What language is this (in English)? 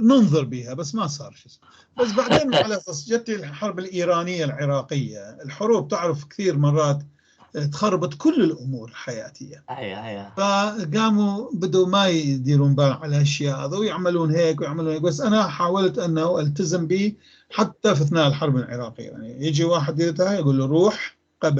North Levantine Arabic